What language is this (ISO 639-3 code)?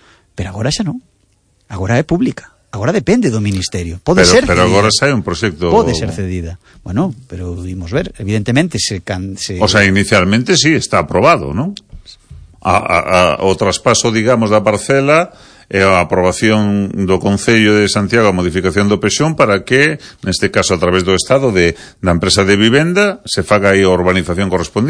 glg